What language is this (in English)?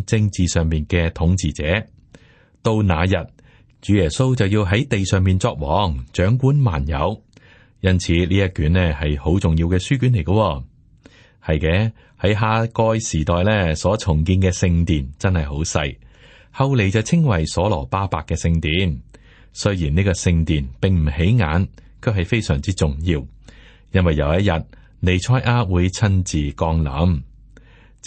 Cantonese